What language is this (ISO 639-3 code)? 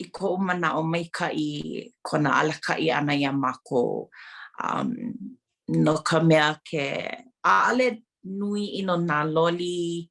haw